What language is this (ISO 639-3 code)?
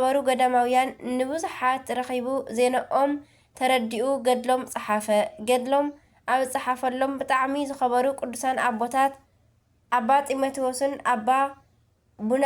tir